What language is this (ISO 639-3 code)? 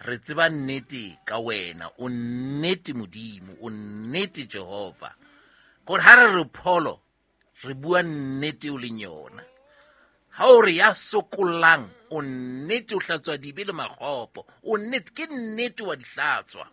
sot